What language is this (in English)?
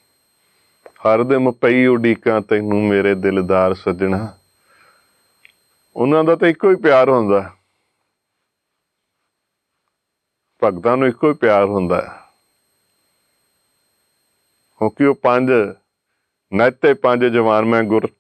Punjabi